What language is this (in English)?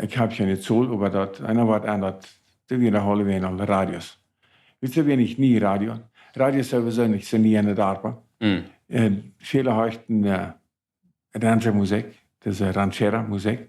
Plautdietsch